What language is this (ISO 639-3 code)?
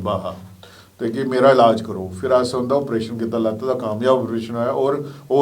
doi